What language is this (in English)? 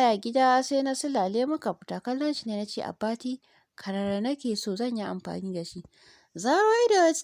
Hausa